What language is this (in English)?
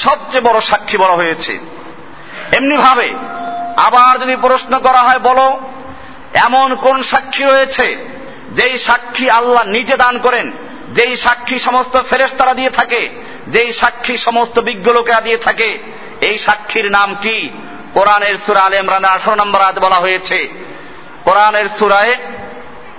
Bangla